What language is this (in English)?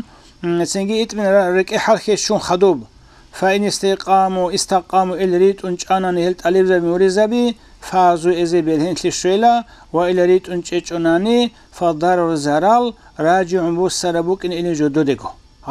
Avaric